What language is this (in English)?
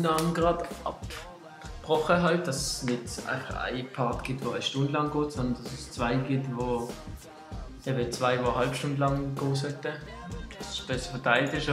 Swiss German